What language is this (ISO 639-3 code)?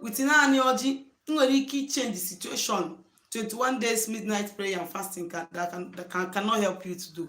ibo